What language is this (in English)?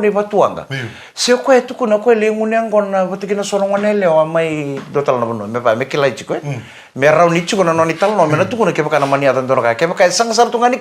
Fijian